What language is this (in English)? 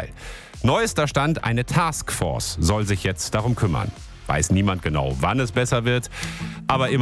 German